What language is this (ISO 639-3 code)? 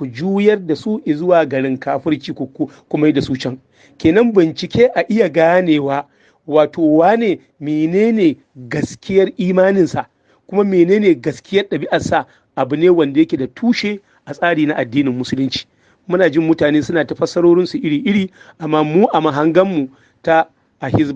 hau